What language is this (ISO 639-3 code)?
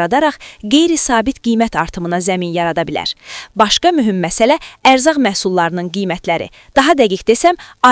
aze